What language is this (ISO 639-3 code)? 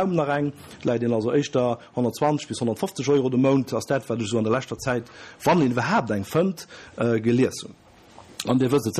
ltz